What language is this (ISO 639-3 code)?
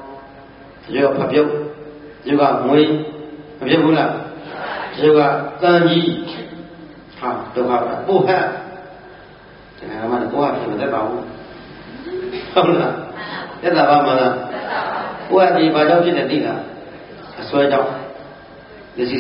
mya